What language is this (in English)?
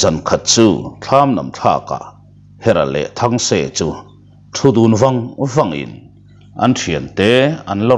Mizo